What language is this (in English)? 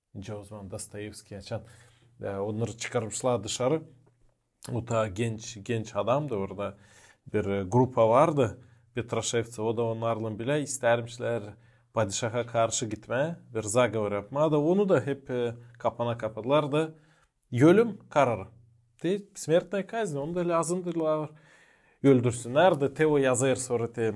Gagauz